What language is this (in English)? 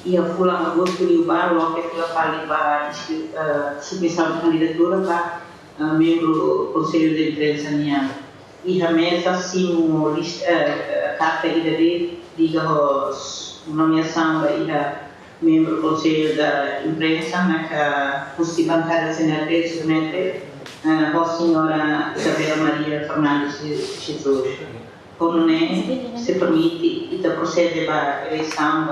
Tetum